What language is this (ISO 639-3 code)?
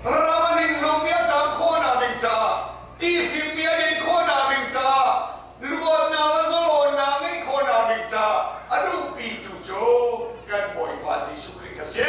cnh